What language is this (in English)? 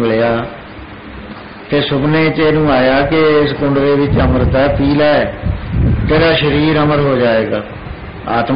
Punjabi